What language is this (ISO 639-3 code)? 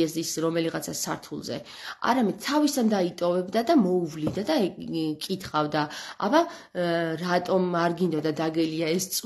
kat